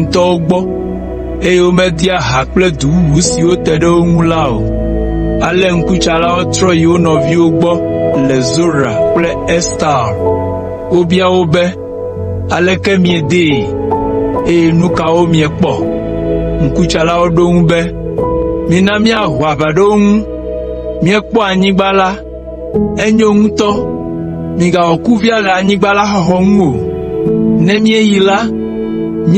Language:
Ewe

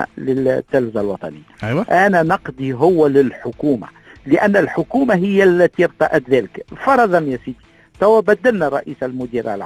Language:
Tunisian Arabic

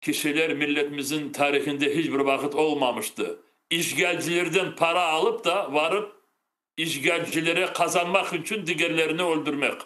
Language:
Crimean Tatar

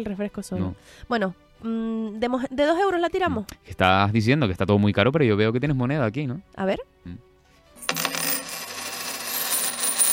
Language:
Spanish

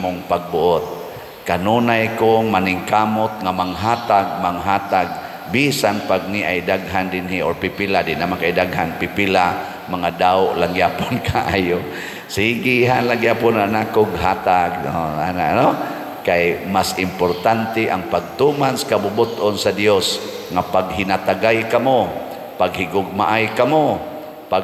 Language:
Cebuano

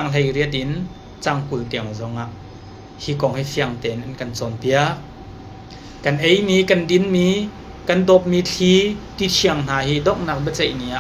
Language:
Hakha Chin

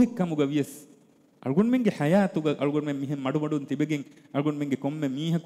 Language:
Divehi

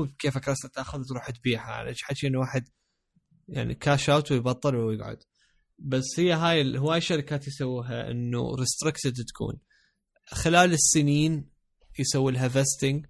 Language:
Mesopotamian Arabic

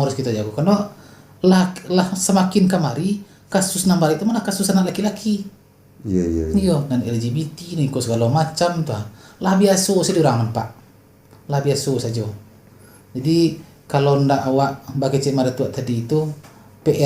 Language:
Minangkabau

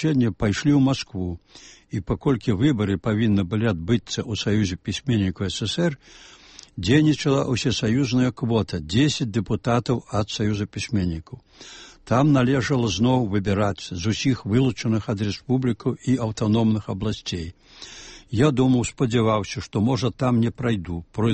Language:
Belarusian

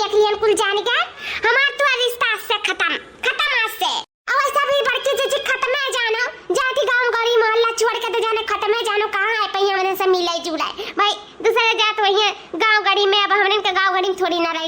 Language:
Awadhi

